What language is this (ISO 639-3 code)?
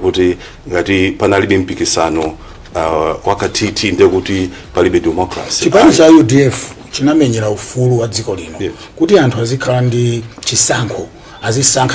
nya